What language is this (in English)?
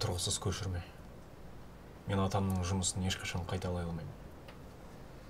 Kazakh